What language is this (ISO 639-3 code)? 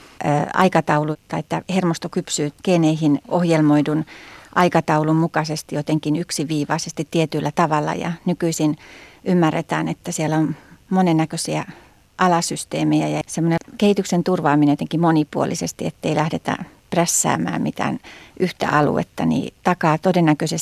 fin